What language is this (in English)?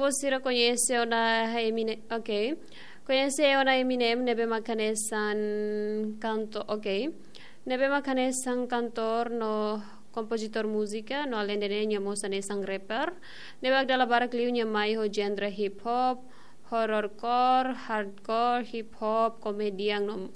Tetum